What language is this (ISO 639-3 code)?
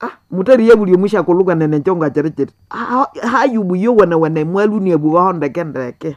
nnb